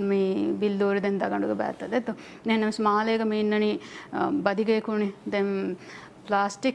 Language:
Divehi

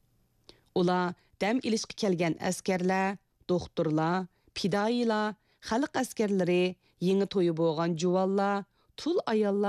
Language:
Uyghur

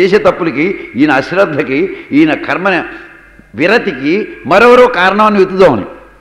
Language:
Telugu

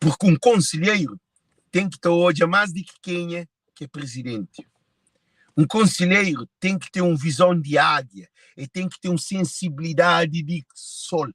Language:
Kabuverdianu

